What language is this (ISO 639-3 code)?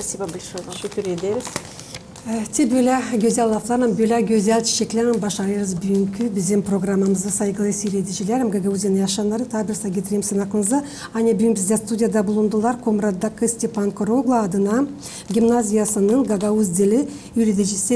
gag